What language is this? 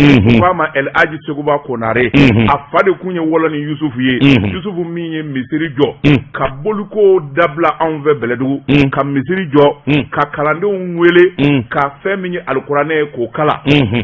Bambara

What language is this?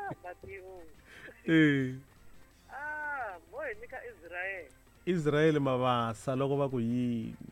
Tsonga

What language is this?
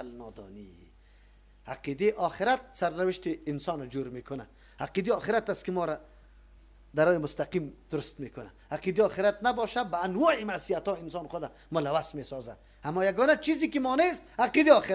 Persian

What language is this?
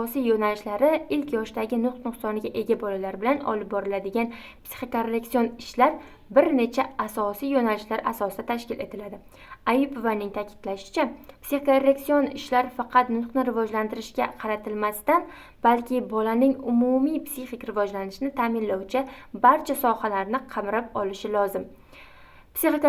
Uzbek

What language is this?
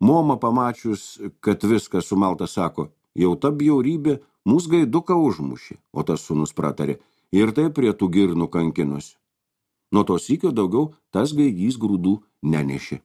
Lithuanian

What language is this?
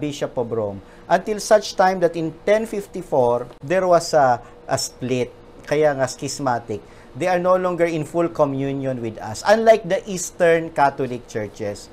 Filipino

